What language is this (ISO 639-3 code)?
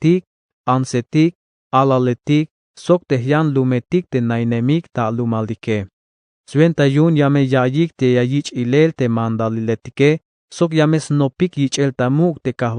tzh